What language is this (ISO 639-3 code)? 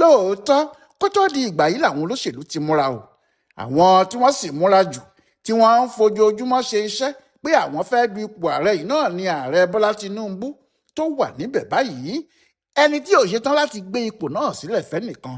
yor